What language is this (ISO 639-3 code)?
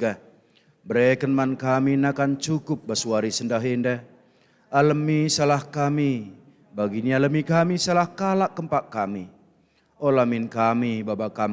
btx